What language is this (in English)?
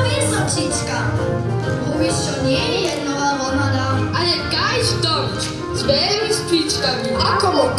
Upper Sorbian